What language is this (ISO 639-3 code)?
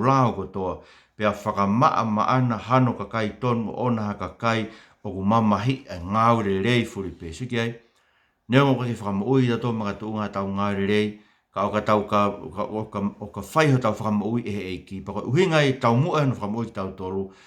ton